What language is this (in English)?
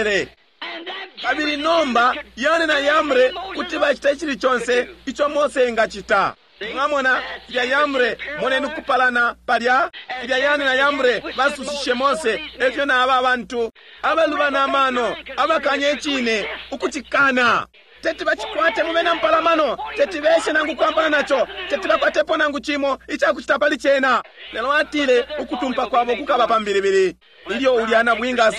Bemba